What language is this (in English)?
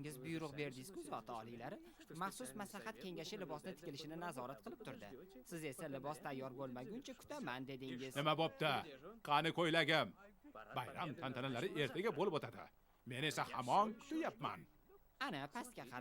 Uzbek